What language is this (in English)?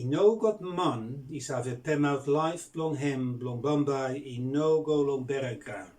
Bislama